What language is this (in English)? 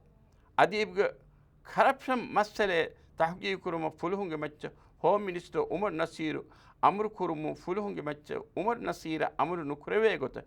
Divehi